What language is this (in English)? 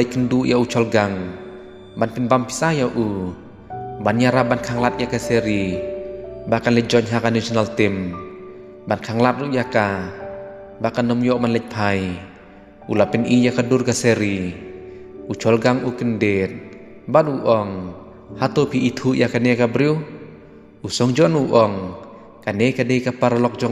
Khasi